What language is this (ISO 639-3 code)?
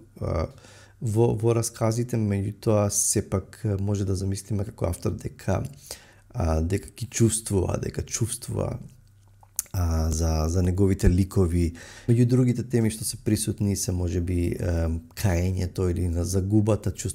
mkd